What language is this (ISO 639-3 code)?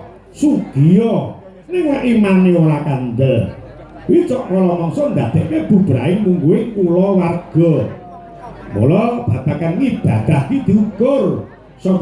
jav